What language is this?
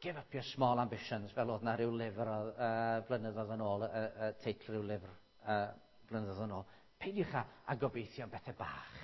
Welsh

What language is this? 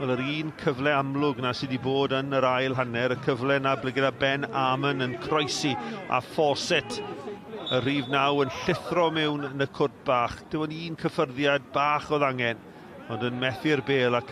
Welsh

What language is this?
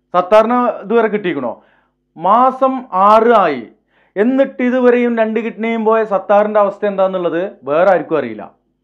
Malayalam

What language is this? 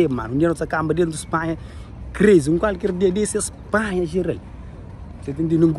Kabuverdianu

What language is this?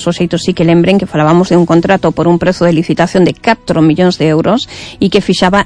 Galician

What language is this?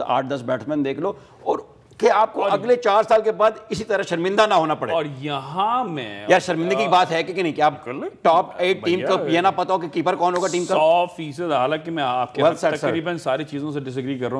Urdu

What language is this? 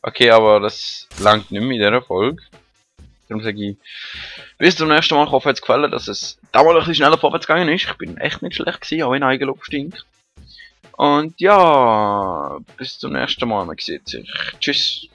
Swiss German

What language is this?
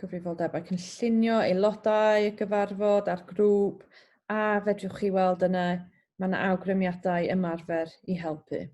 Welsh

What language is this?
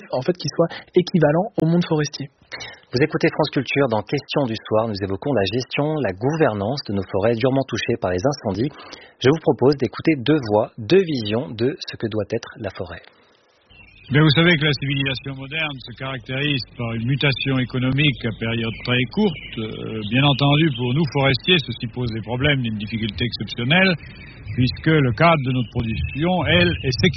French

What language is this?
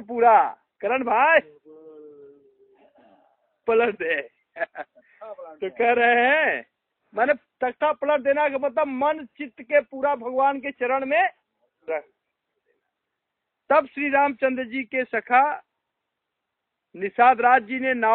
Hindi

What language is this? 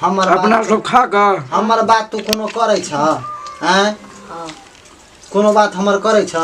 Maithili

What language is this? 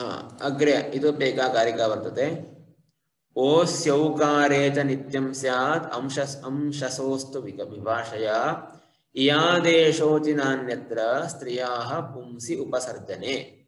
Sanskrit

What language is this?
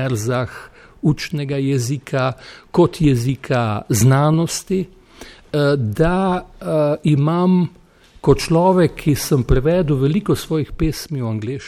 Slovenian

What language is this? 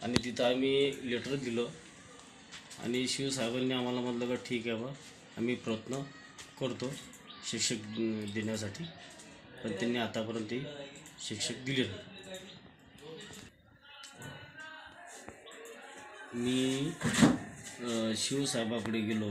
Marathi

